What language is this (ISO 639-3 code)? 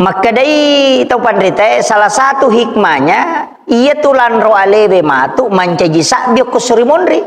bug